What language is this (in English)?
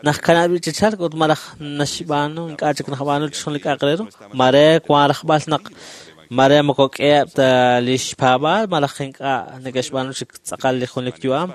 Kekchí